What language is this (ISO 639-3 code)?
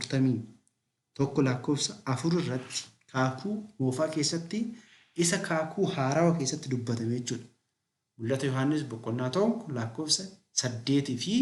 orm